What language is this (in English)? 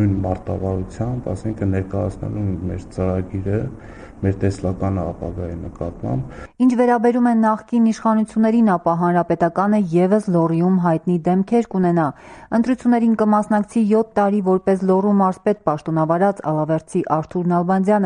Armenian